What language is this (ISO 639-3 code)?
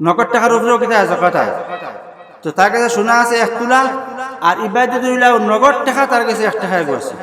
syl